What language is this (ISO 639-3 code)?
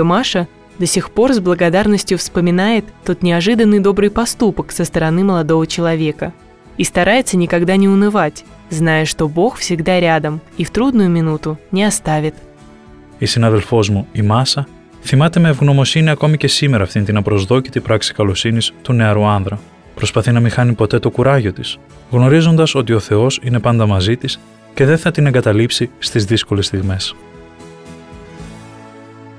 ell